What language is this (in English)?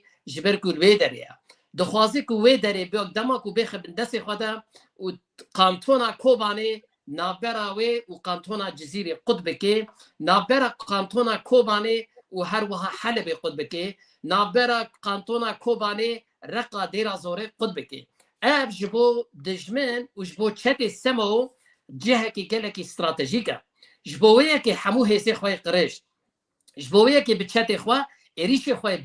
Kurdish